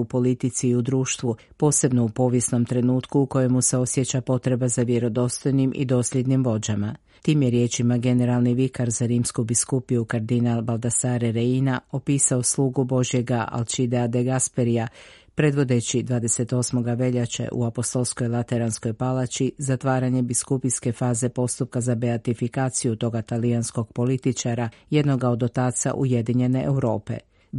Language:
Croatian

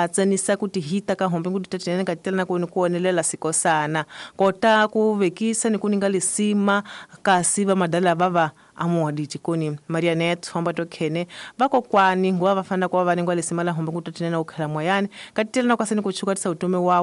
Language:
Tsonga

